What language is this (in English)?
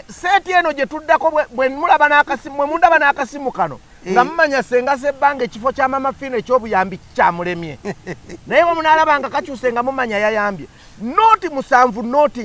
Ganda